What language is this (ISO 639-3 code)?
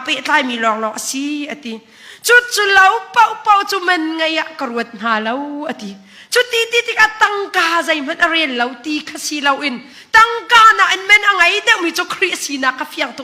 cnh